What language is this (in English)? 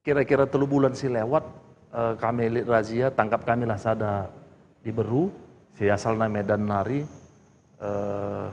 Batak Karo